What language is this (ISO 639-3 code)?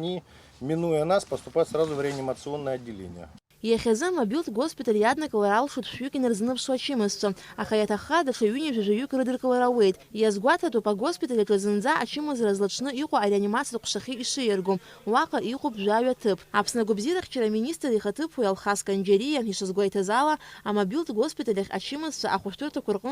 abk